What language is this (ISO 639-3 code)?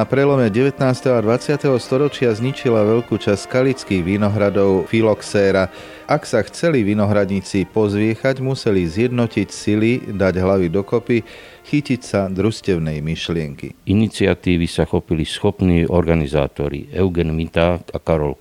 slk